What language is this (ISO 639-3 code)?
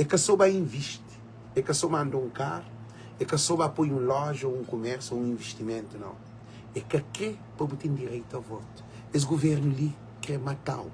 kea